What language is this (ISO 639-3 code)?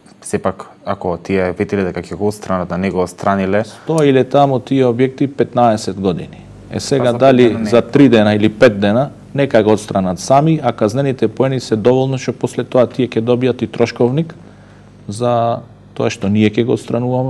mkd